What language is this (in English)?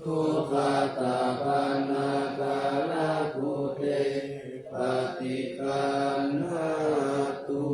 Pali